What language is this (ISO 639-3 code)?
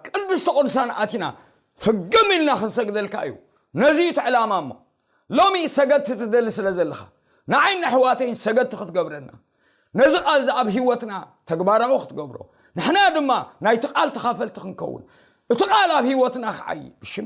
tir